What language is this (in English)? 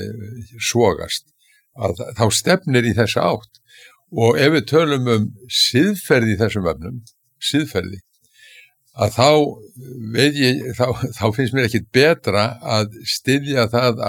Icelandic